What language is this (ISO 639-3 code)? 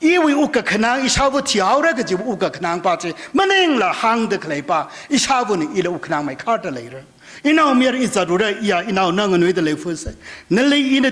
nmf